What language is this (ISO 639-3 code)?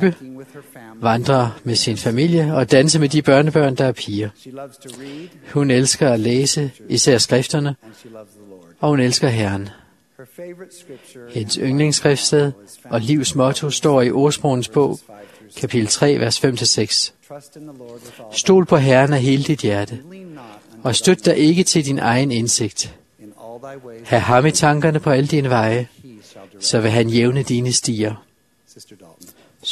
dan